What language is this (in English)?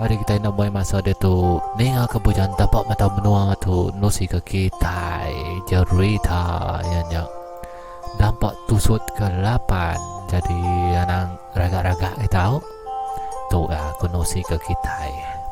Iban